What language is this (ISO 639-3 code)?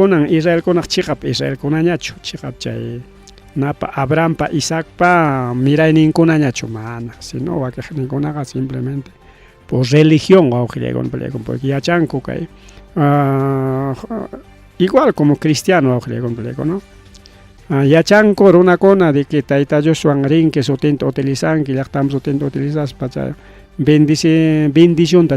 quy